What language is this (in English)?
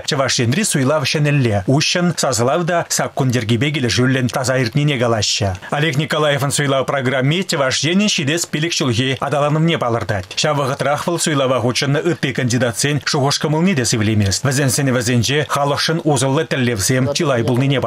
Chuvash